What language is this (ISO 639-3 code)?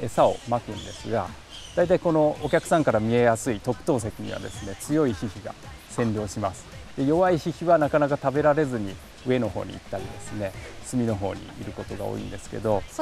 jpn